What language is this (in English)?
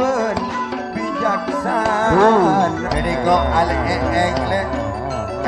Madurese